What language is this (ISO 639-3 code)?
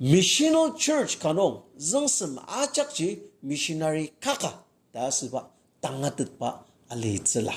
njo